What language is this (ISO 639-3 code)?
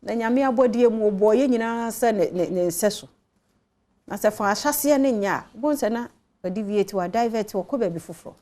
aka